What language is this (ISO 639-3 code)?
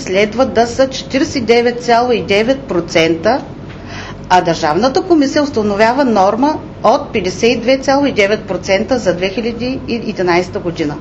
bul